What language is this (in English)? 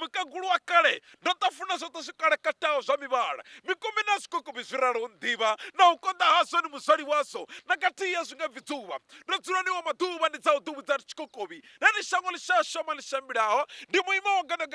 Venda